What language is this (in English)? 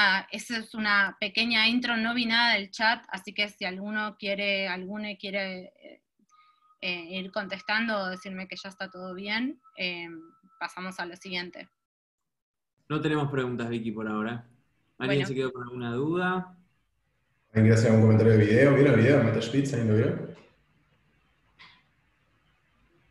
Spanish